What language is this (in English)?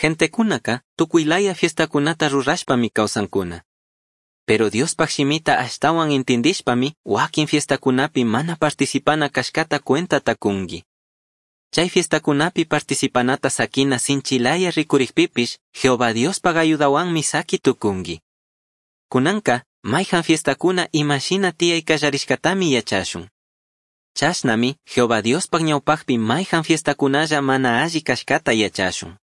Chimborazo Highland Quichua